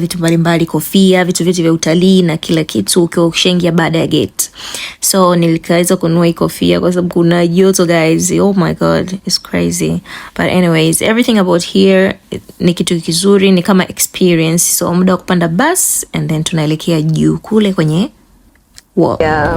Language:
Swahili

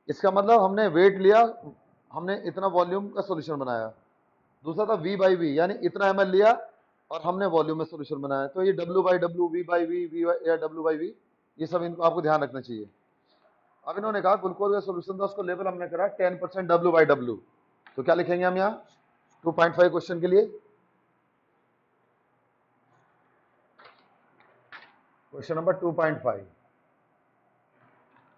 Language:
Hindi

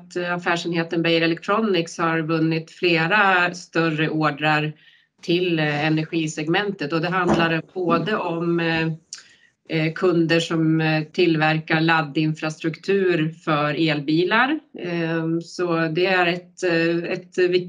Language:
Swedish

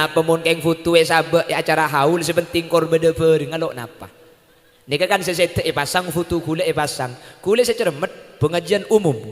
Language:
Madurese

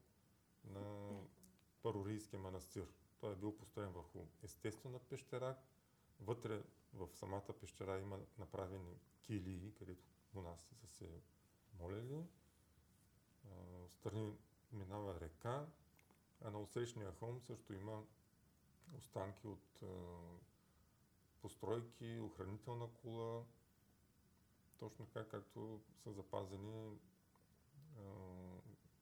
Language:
Bulgarian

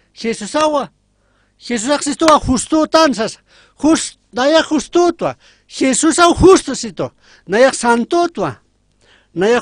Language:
Aymara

